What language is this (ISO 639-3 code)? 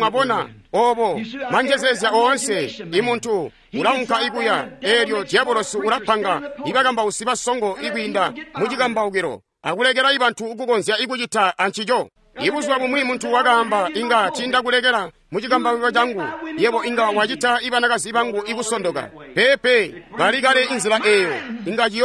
toi